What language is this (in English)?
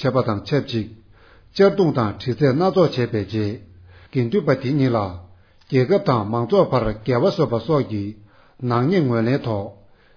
Tibetan